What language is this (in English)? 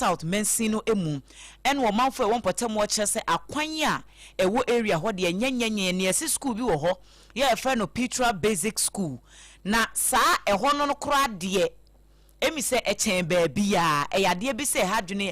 Akan